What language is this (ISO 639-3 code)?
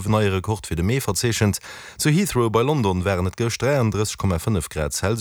ltz